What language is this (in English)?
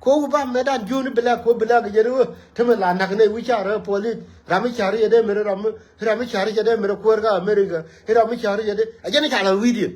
Nuer